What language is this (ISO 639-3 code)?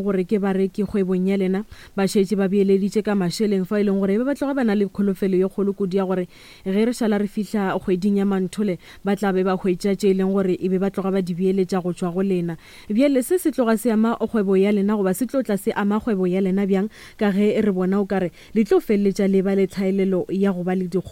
nso